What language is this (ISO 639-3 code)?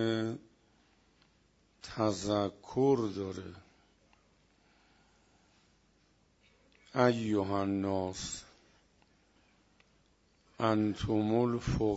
fas